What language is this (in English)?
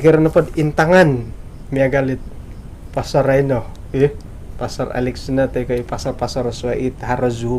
Central Dusun